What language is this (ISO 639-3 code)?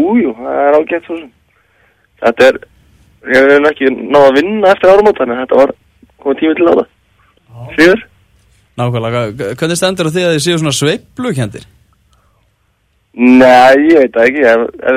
isl